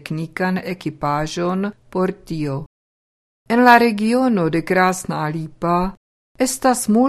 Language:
Esperanto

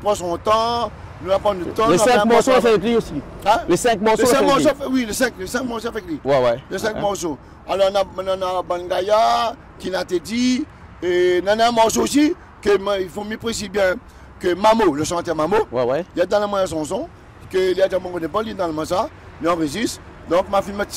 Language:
Réunion Creole French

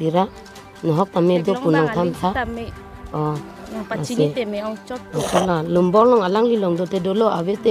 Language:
Karbi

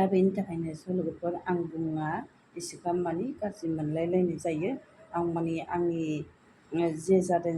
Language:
Bodo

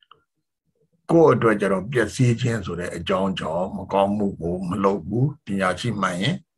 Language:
Burmese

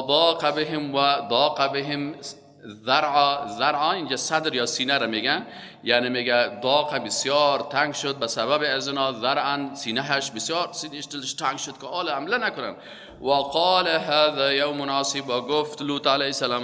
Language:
Persian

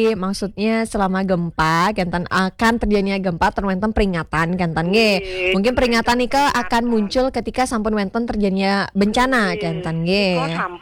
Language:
Balinese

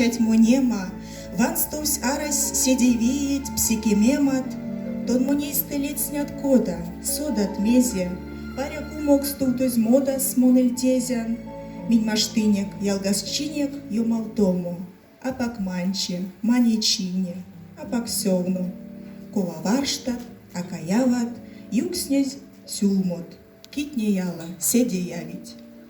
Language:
Erzya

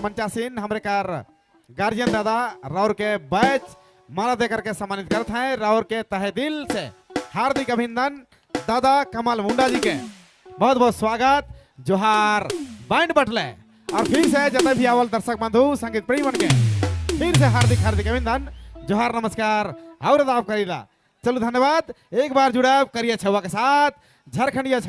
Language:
Sadri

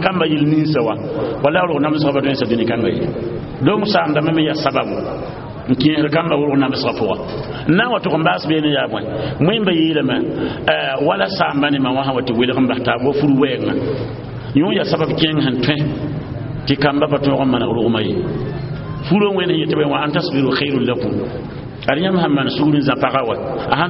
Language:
Mossi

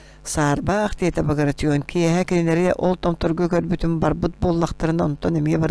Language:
Yakut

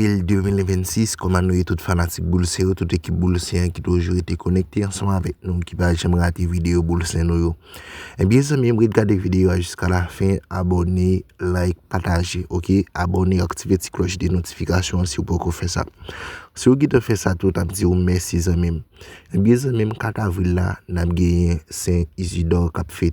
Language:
Haitian Creole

